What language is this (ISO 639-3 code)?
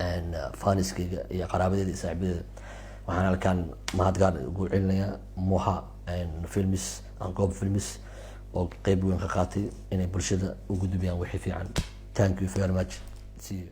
som